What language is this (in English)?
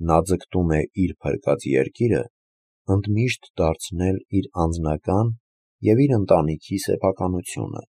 Armenian